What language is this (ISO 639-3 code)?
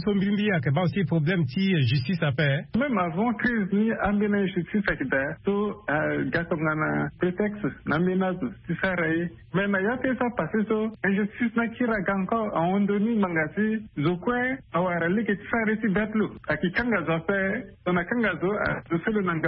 sag